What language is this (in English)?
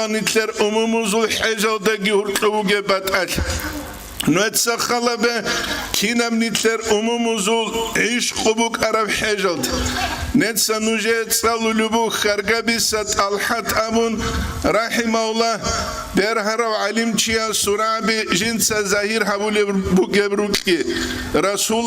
Avaric